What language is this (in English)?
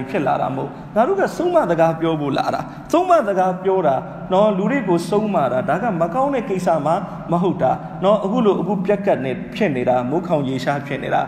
Burmese